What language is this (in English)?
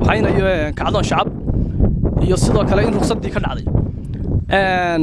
Somali